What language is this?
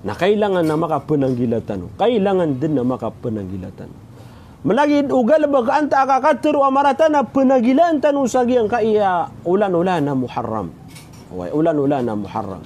Maranao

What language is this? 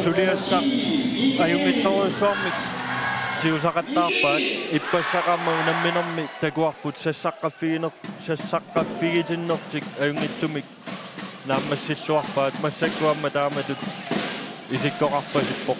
Kalaallisut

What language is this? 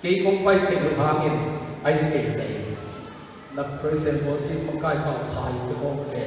Tedim Chin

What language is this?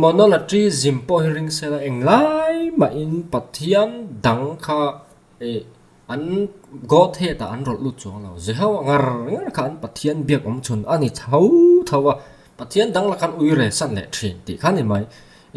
Mizo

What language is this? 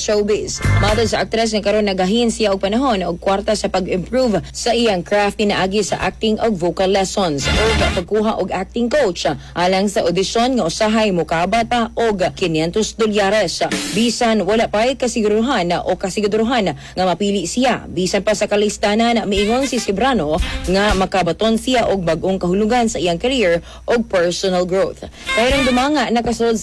Cebuano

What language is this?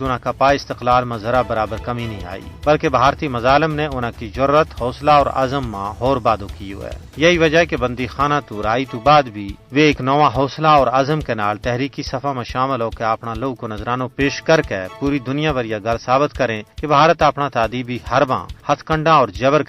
Gujari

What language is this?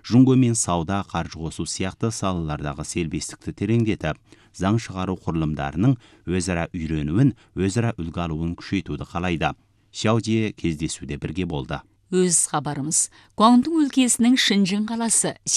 Kazakh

